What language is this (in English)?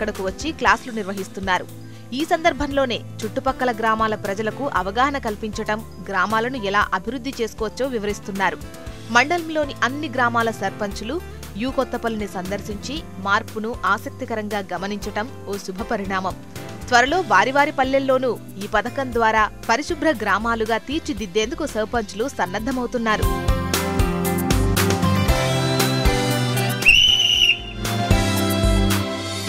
Telugu